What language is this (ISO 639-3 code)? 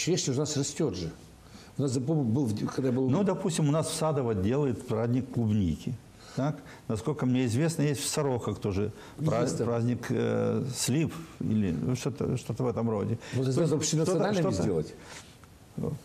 rus